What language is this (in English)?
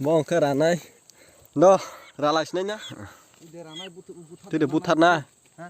Kok Borok